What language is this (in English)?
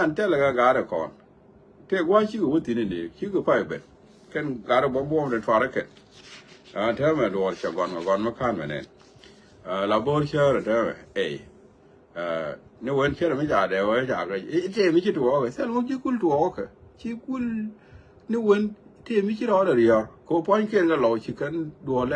Nuer